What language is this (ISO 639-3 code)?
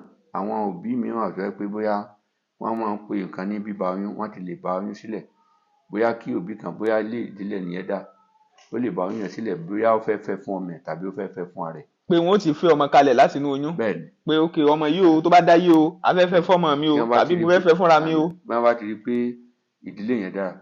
yor